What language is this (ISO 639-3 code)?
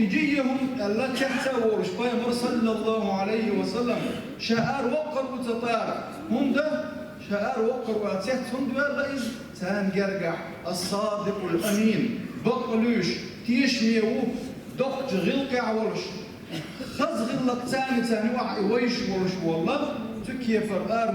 che